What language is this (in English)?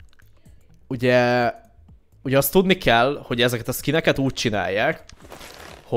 Hungarian